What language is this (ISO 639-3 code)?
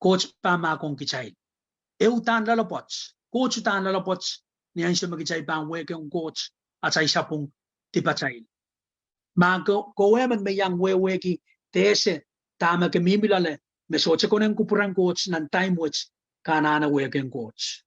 pon